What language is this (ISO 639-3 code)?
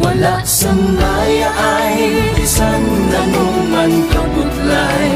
hil